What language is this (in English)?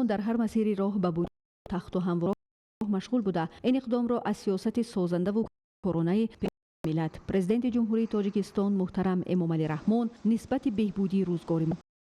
Tajik